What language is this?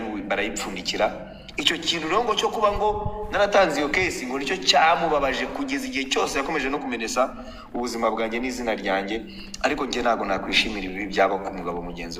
Kinyarwanda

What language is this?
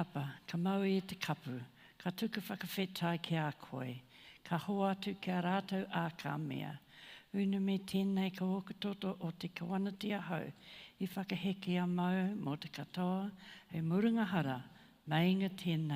Māori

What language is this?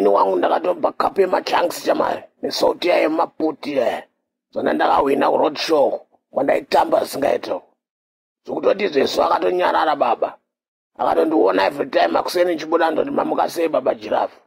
Shona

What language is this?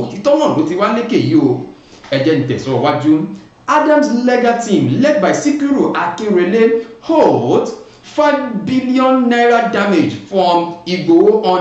Yoruba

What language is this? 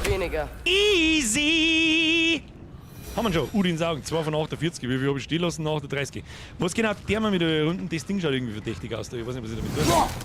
Bavarian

